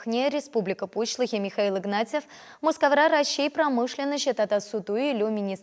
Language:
Chuvash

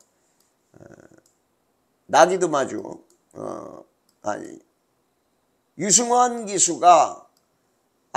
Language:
Korean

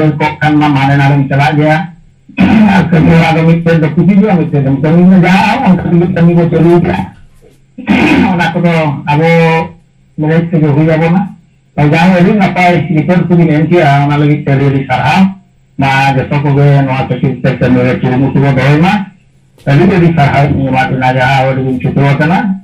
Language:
Santali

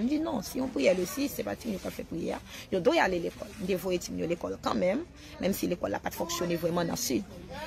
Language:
Haitian Creole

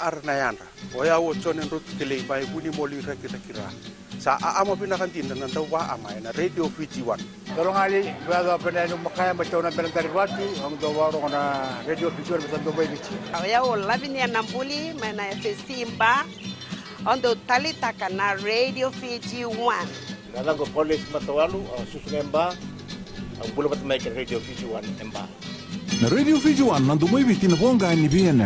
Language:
Fijian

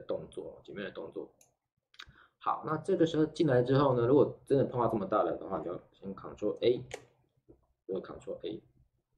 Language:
Chinese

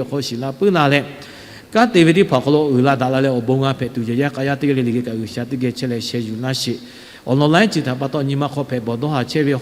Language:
Lahu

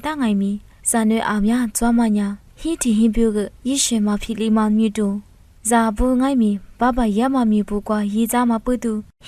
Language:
Lisu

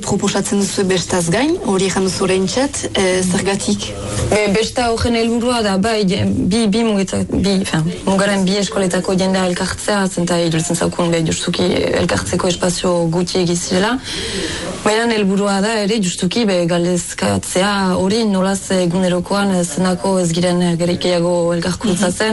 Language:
Basque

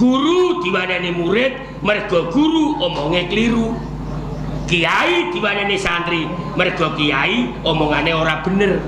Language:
Javanese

